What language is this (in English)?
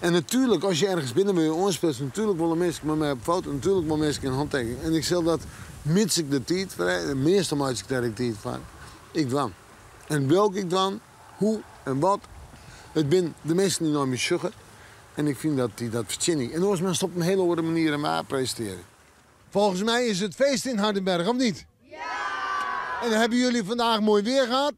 Western Frisian